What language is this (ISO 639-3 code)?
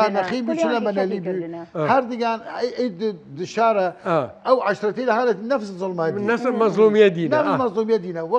sdh